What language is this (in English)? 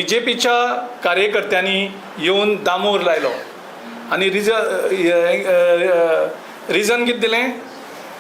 Konkani